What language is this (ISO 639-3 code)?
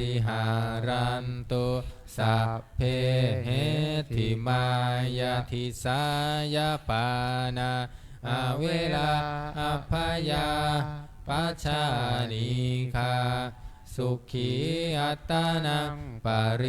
pli